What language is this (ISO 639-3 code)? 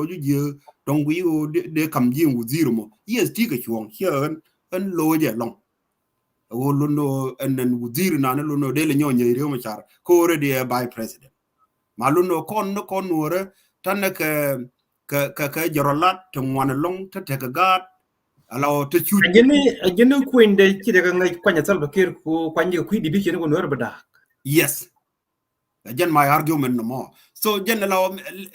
nus